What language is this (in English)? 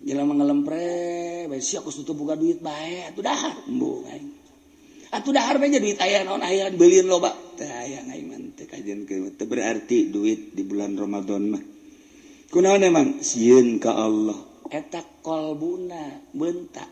Sundanese